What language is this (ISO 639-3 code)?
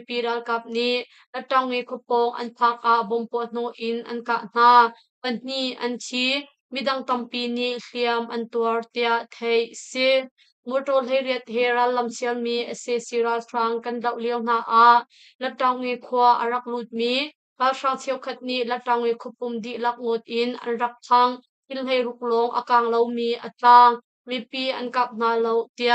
cnh